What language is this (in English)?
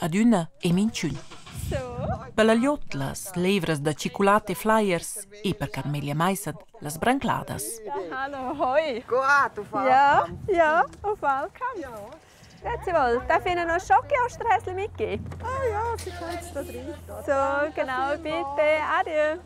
Romansh